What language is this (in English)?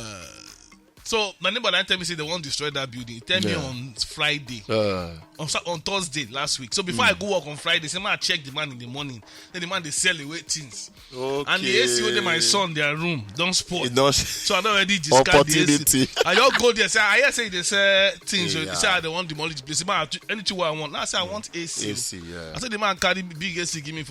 Nigerian Pidgin